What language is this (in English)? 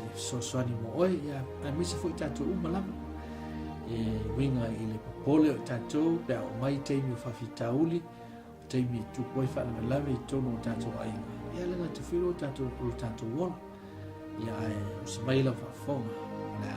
Samoan